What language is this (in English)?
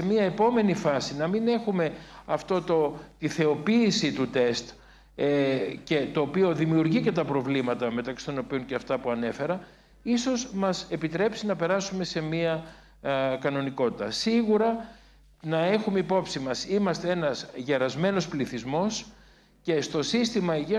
Greek